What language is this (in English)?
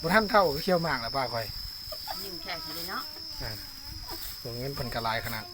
Lao